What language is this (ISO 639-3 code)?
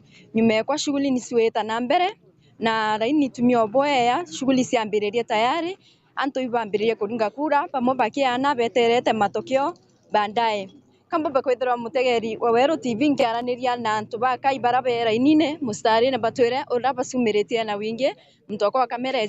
mer